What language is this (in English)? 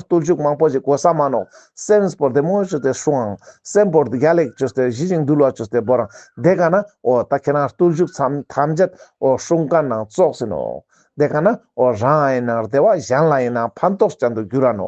Ladakhi